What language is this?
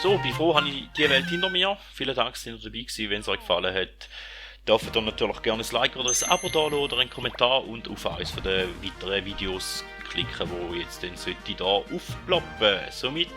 Swiss German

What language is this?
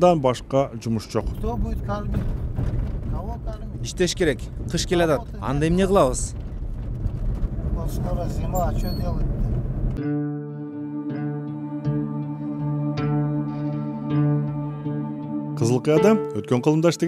Kyrgyz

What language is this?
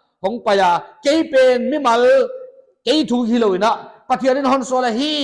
Paite Chin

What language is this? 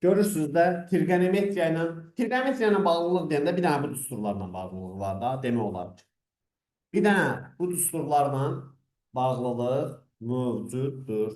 Azerbaijani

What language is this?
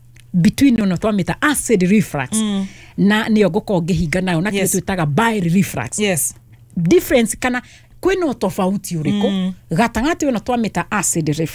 Kikuyu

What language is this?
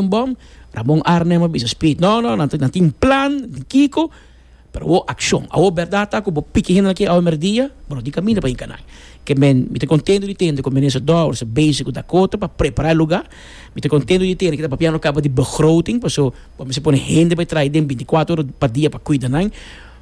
Papiamento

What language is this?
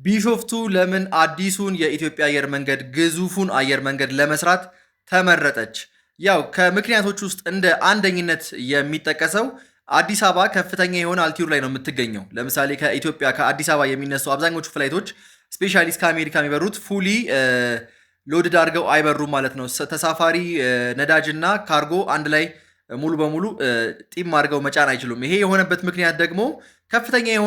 Amharic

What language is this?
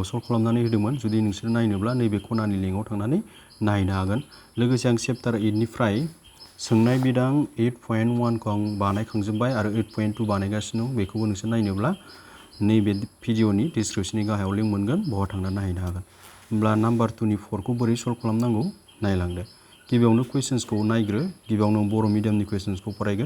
Bodo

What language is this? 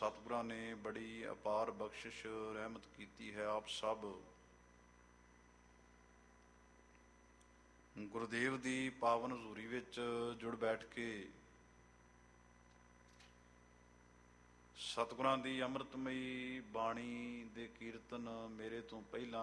Punjabi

